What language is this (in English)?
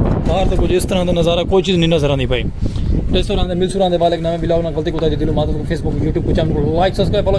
Saraiki